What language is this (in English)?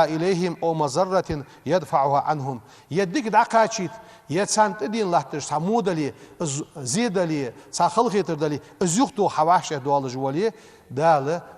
Ingush